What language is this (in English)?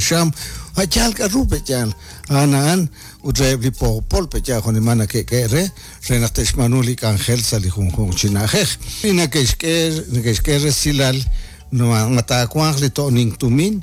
Kekchí